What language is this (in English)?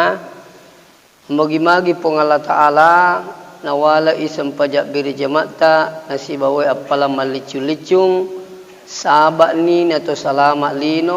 Buginese